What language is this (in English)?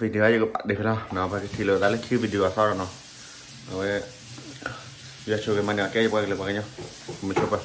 S'gaw Karen